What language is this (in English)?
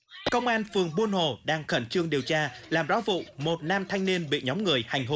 Vietnamese